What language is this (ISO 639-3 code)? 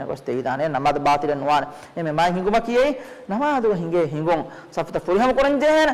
div